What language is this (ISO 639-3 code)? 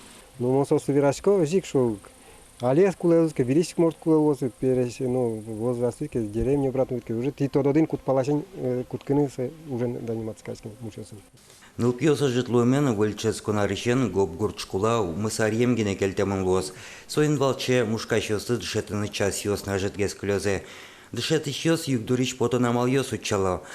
udm